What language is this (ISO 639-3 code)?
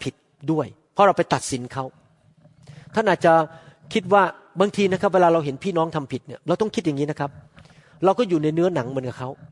tha